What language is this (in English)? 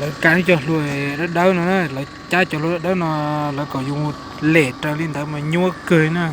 Hmong